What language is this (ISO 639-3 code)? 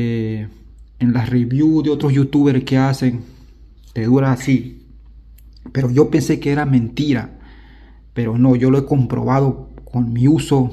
spa